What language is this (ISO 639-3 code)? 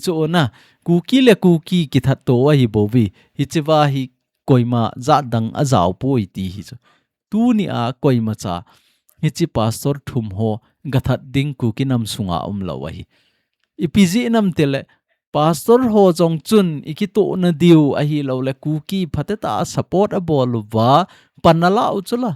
tcz